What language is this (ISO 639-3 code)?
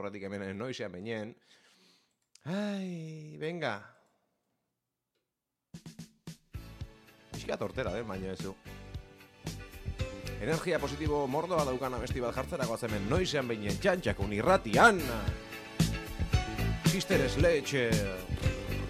eus